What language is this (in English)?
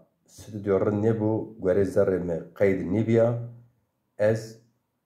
Zaza